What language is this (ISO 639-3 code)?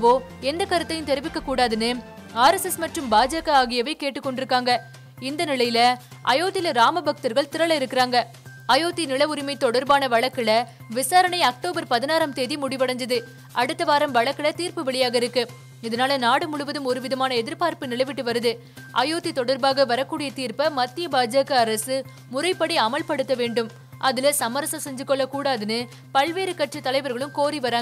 tam